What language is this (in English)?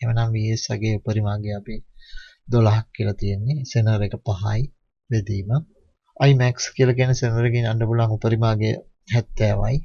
Sinhala